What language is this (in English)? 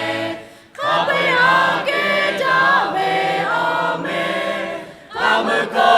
Lahu